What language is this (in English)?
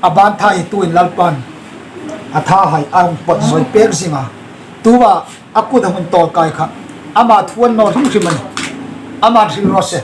Hmar